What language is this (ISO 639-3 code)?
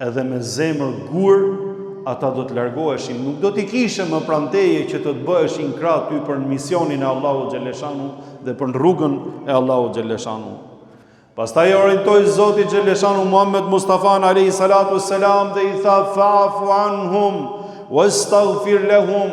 sqi